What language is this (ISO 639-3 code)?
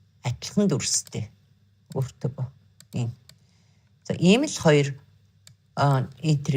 mon